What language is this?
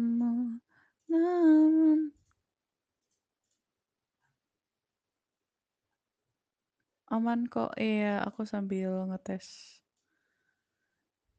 Indonesian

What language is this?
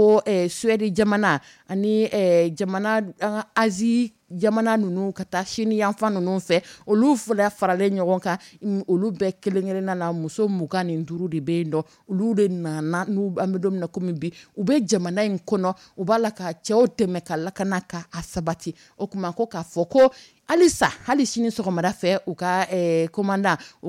Dyula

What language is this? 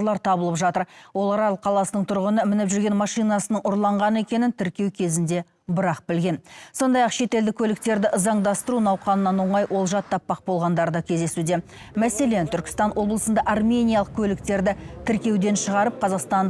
Kazakh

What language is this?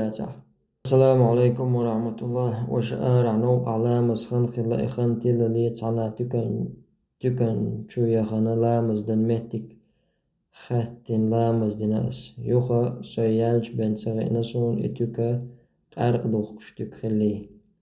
Chechen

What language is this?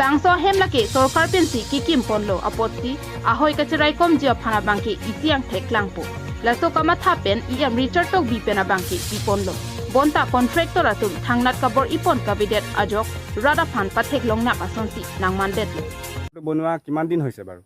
Karbi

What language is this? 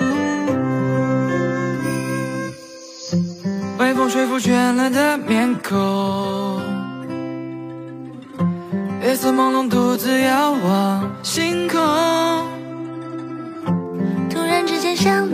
Chinese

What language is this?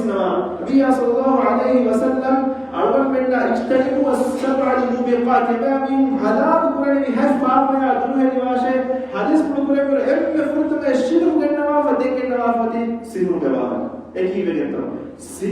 Divehi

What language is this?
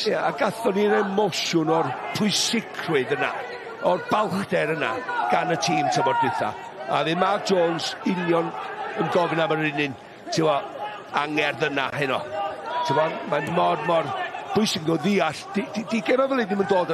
Welsh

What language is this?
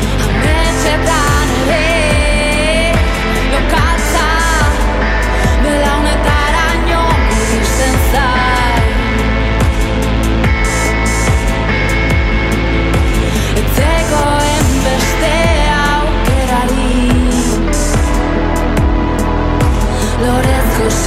Basque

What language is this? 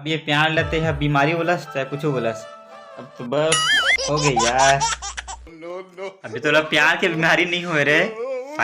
Chhattisgarhi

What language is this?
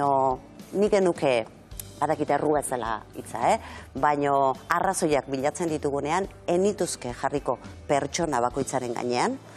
Basque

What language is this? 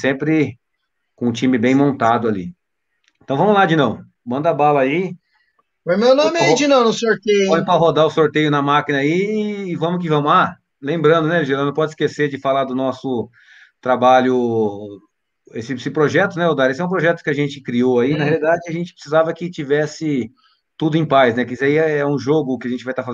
Portuguese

